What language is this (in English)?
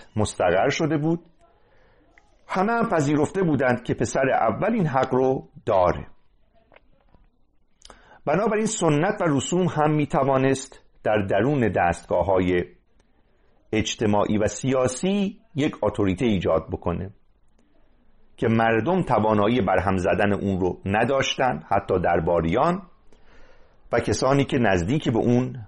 Persian